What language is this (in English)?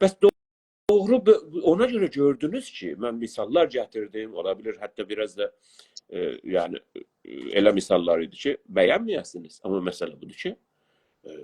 South Azerbaijani